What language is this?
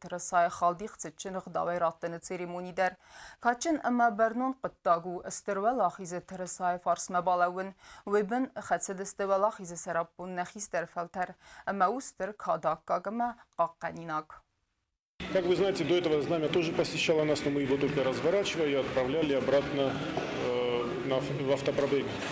Ossetic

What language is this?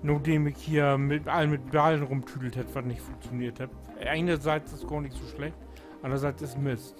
Low German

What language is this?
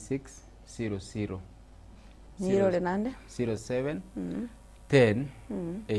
Gusii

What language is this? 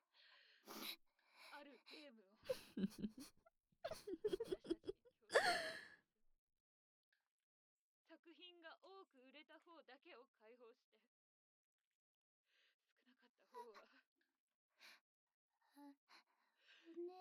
Japanese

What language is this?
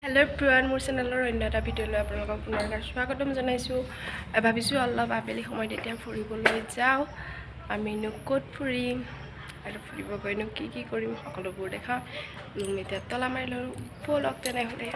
Assamese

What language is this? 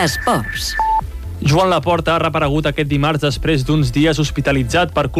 Catalan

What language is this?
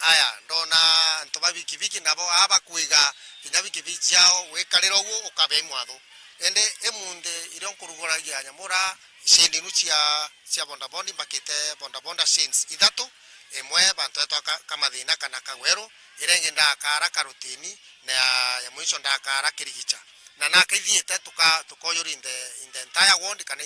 Meru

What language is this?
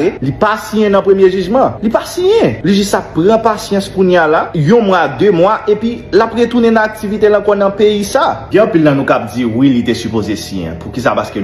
Haitian Creole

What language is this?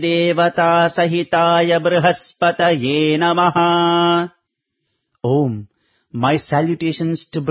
Sanskrit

